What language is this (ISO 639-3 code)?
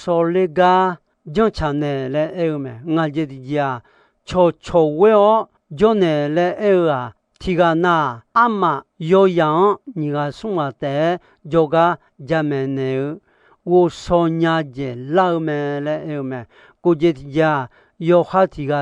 ahk